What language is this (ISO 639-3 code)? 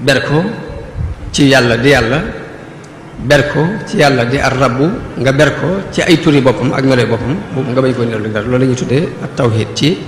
wol